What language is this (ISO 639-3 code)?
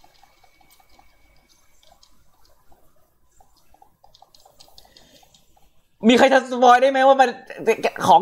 tha